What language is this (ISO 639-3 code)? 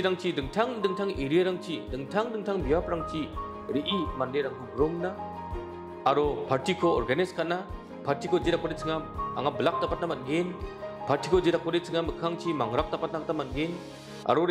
grt